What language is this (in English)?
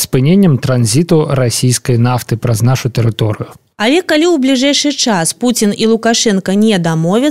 Belarusian